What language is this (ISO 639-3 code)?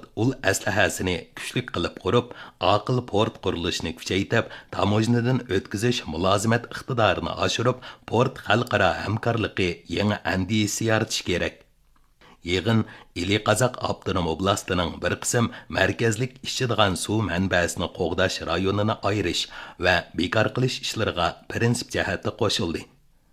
uig